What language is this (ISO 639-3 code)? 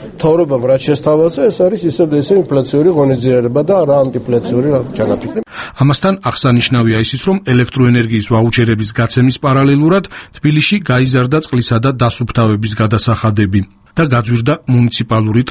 kat